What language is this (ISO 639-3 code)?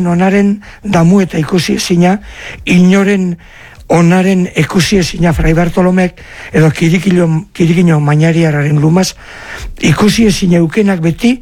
eus